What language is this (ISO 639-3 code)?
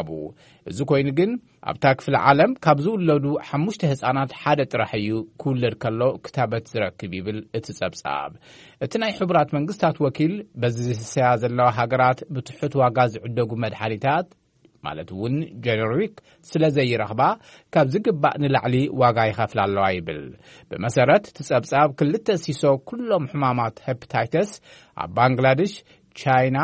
tir